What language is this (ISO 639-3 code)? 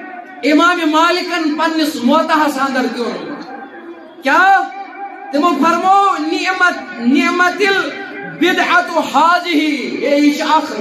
kas